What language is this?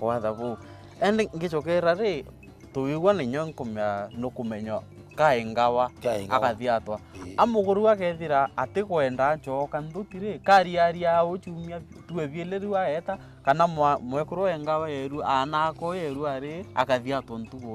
Meru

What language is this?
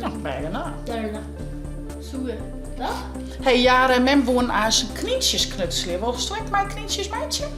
Western Frisian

